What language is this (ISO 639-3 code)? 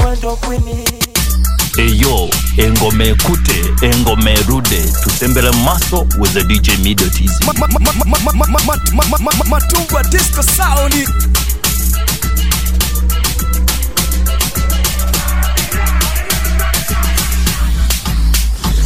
swa